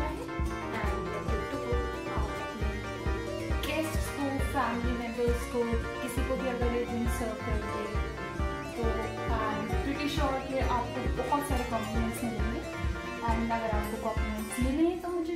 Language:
Hindi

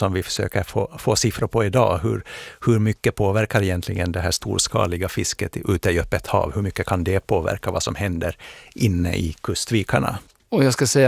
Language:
Swedish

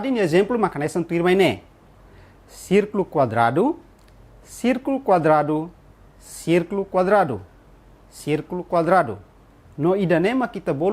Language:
Tetum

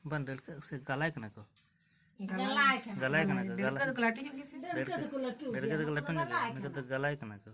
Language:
Santali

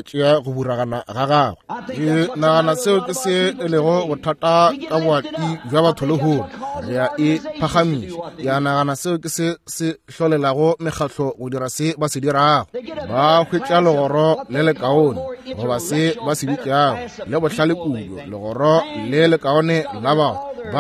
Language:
Northern Sotho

